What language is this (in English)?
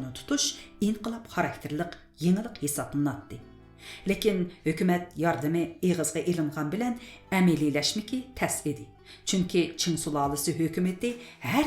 Uyghur